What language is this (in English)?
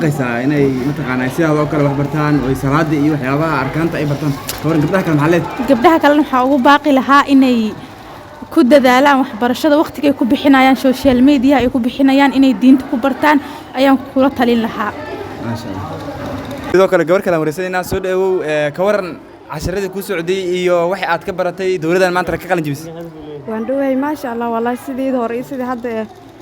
Somali